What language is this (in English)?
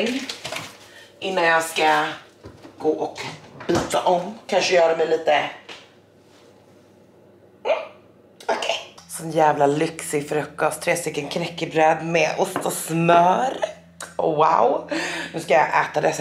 Swedish